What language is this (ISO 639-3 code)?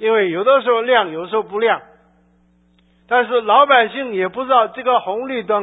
zho